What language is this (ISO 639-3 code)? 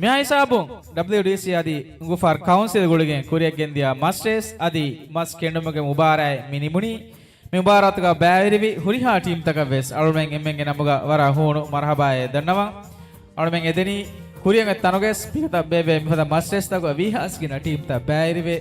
div